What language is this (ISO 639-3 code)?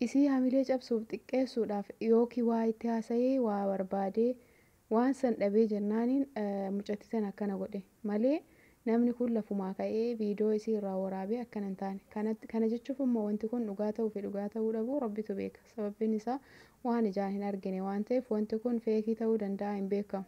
orm